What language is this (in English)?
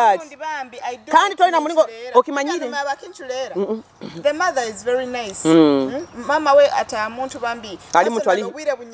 Nyoro